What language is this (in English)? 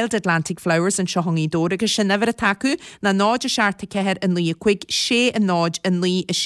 Irish